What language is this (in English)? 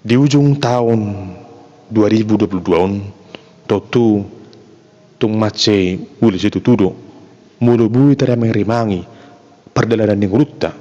Batak Toba